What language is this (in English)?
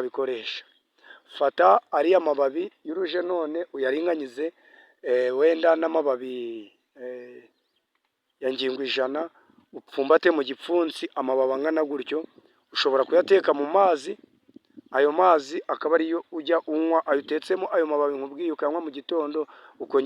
Kinyarwanda